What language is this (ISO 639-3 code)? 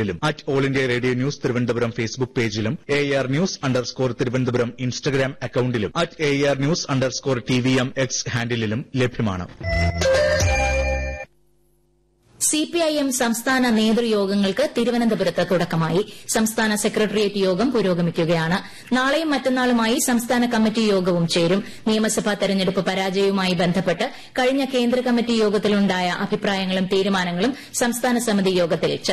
mal